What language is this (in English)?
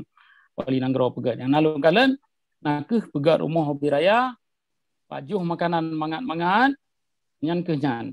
Achinese